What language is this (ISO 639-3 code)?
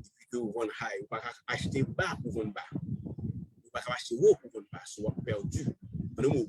hat